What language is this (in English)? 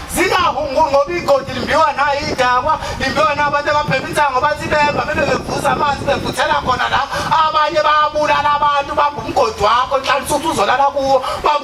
Zulu